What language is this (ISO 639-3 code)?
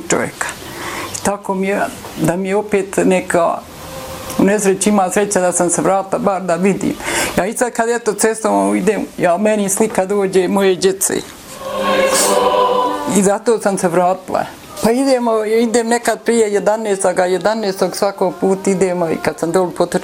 bos